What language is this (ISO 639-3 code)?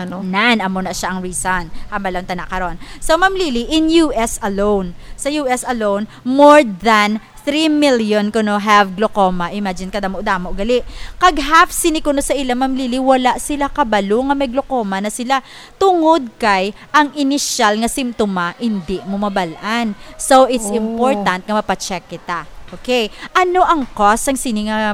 hil